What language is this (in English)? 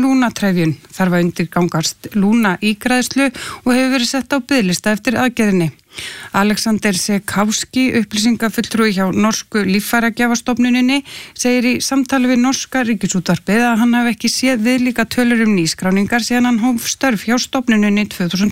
Icelandic